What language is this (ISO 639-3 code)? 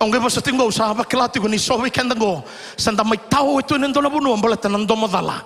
fij